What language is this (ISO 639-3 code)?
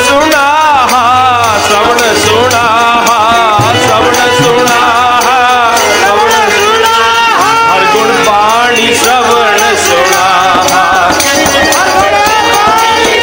pan